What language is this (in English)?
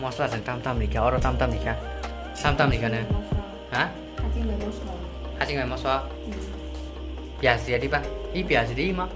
Kok Borok